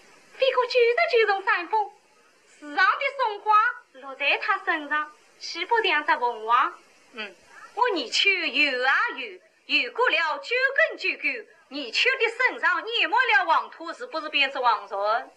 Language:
Wu Chinese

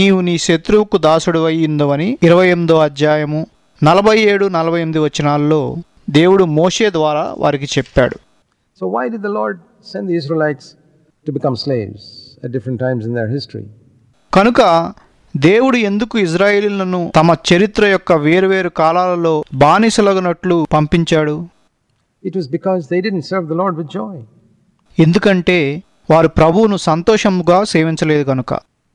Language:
Telugu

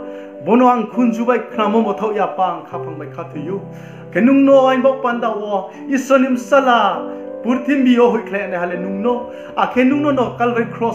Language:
Riang (India)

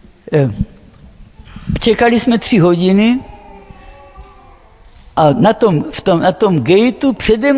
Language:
Czech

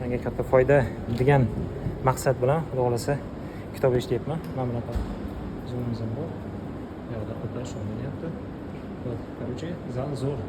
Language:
Uzbek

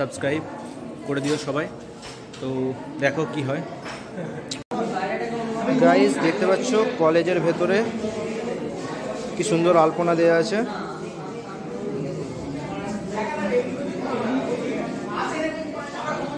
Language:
Bangla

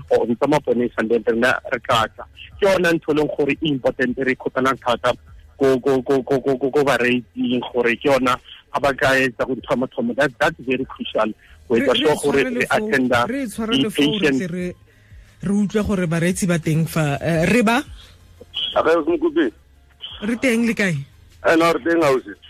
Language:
Tswana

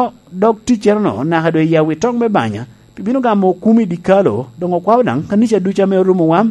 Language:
Lango (Uganda)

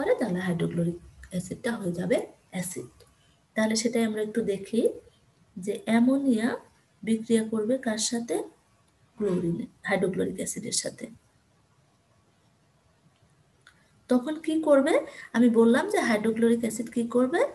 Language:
Bangla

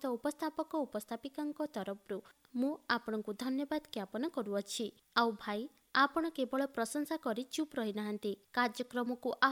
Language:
Odia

